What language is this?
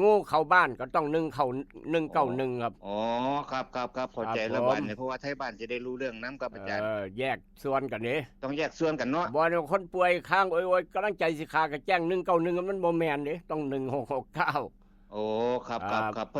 Northeastern Thai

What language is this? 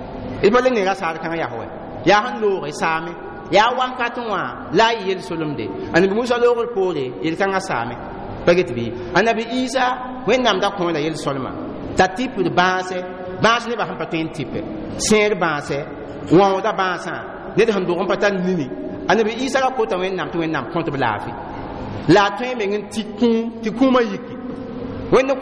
Mossi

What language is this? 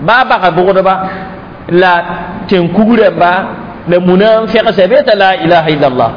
Mossi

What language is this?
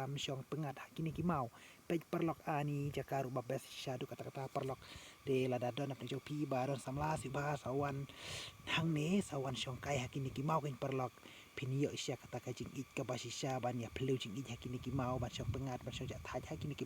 Khasi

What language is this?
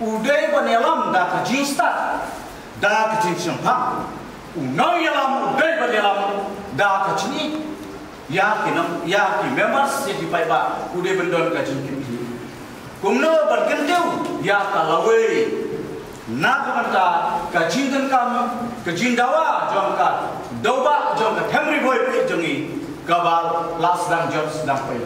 Khasi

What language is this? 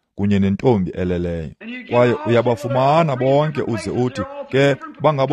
Xhosa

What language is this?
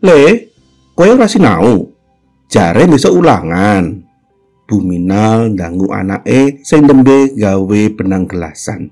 Javanese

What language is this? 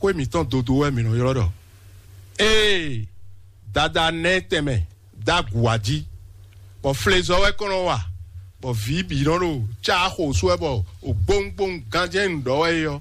Fon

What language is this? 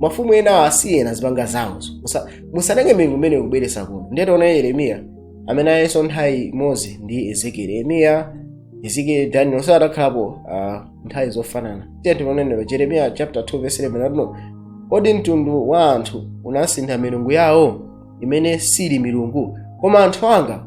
Nyanja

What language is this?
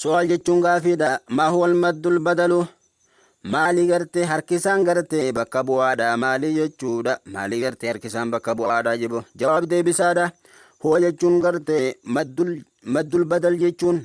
Oromo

